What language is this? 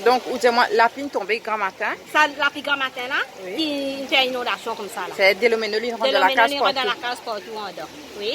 Morisyen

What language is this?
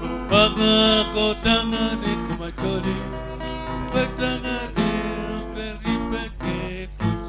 Acoli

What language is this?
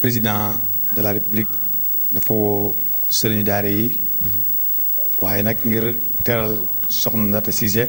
Wolof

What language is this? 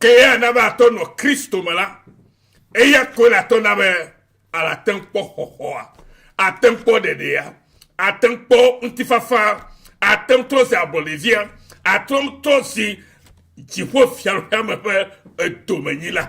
Ewe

